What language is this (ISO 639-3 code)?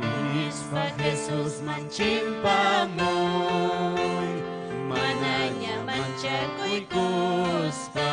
quy